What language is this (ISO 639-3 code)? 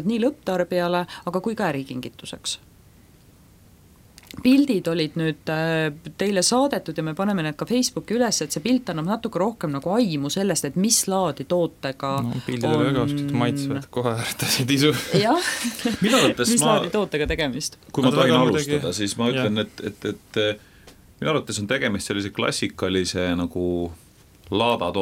est